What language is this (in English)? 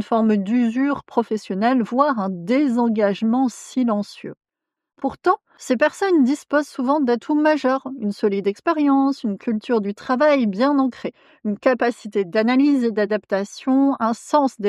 French